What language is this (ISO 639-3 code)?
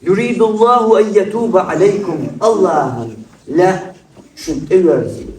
che